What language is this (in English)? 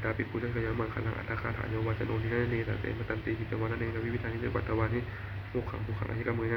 Pali